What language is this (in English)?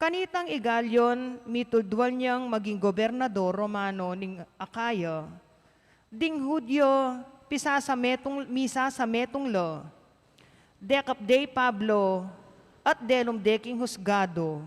Pampanga